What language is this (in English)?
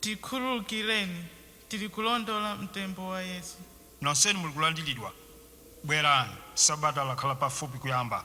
Nyanja